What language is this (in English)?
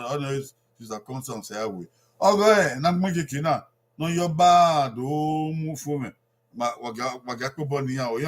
Bini